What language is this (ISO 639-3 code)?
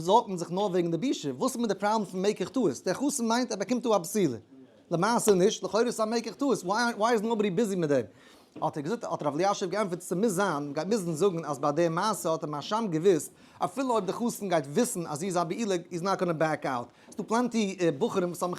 yid